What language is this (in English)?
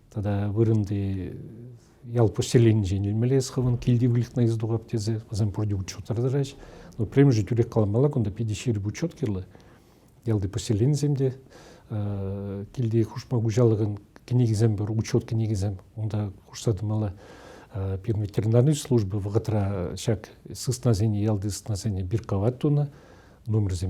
Chuvash